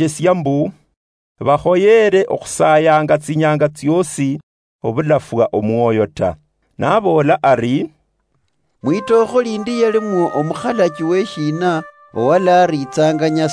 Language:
Luyia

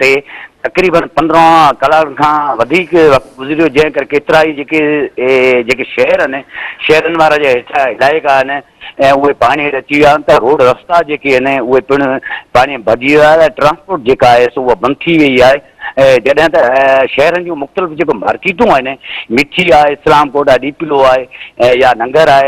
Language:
Sindhi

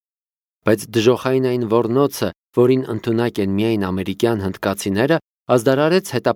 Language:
Armenian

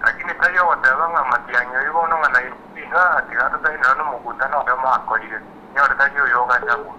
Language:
Gusii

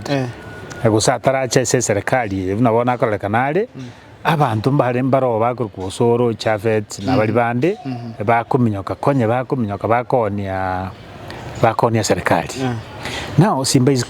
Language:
Gusii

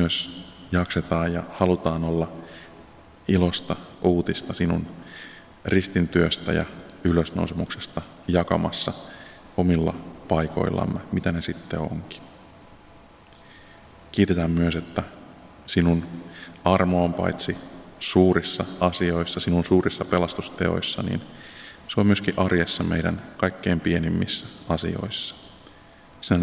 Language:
Finnish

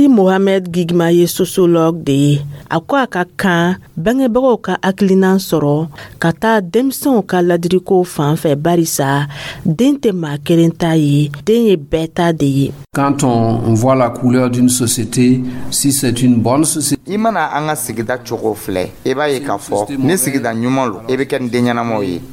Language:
Dyula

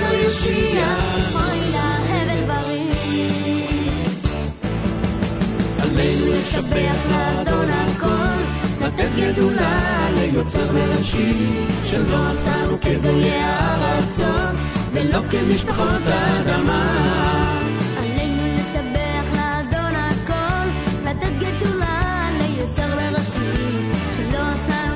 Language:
Hebrew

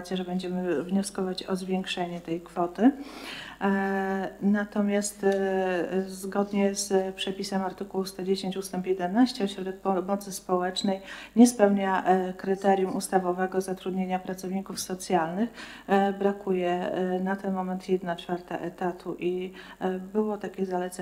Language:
Polish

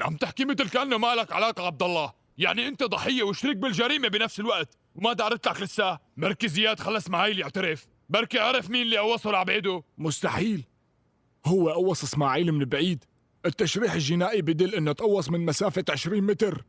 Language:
North Levantine Arabic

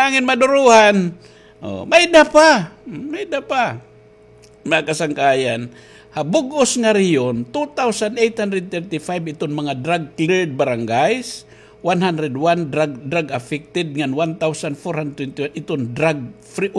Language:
Waray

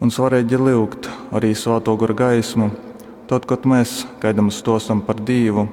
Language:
Latgalian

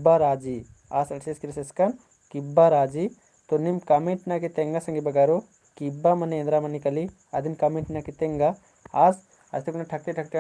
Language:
Kurukh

